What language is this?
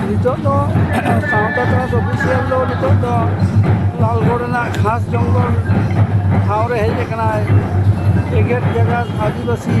Santali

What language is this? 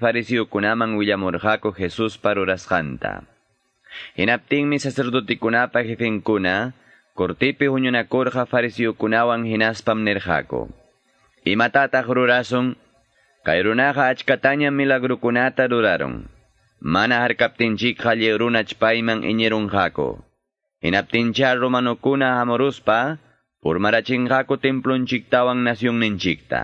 Quechua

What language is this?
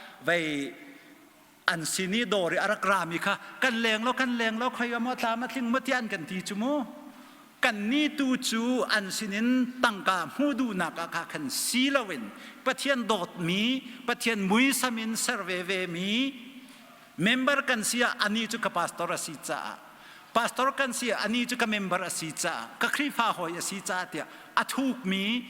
Hakha Chin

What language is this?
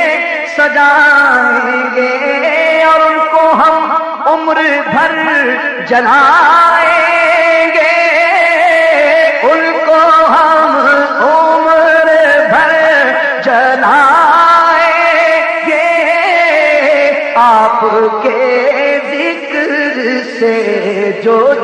Urdu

